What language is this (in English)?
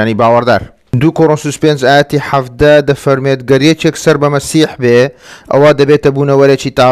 Central Kurdish